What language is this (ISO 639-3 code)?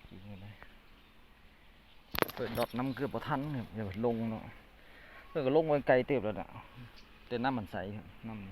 lao